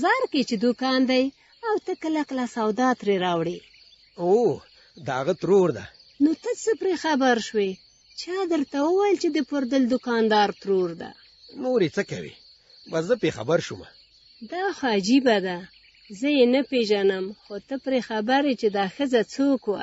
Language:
Pashto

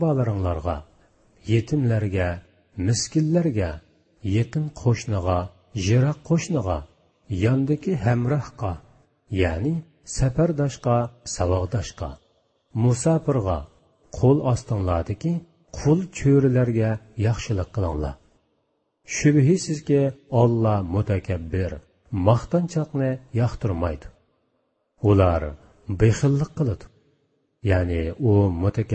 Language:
Uyghur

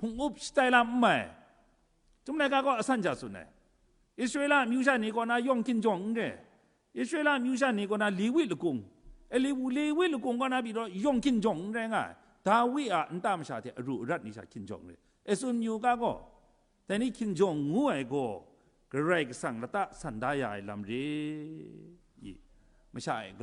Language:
Kachin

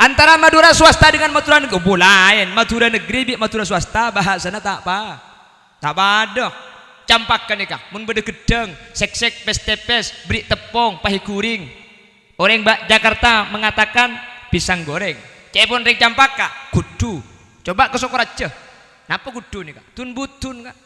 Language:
Madurese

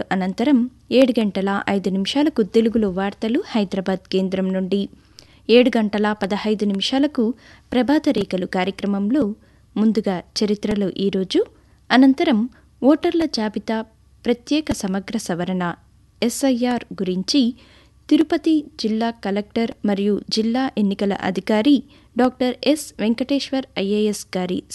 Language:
Telugu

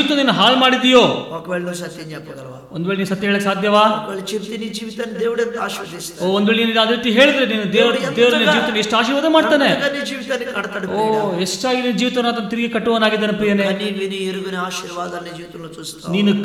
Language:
Kannada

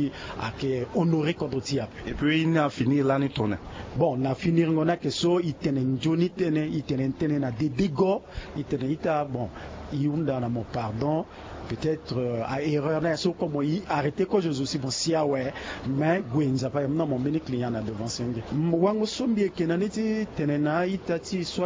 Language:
Sango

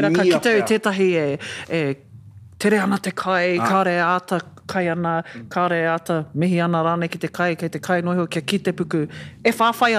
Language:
Māori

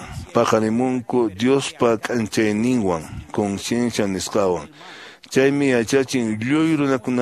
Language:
Quechua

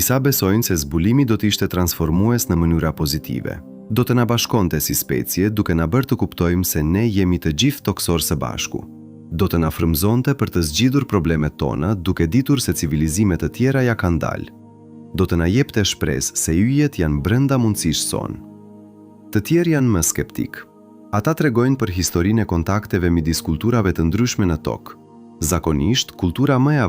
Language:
Albanian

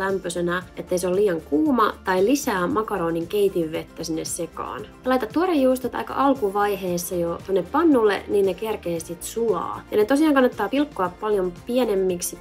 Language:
Finnish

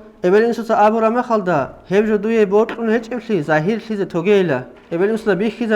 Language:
Avaric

